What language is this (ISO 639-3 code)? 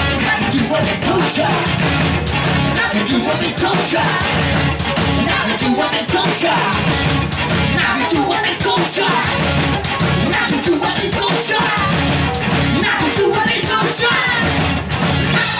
eng